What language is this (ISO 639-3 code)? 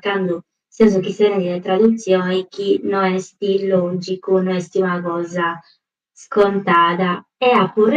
srd